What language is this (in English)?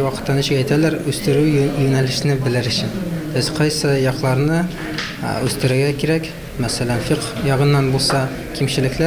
Tatar